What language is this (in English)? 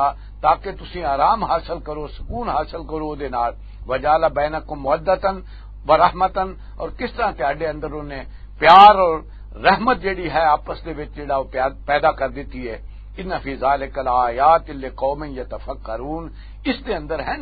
Western Panjabi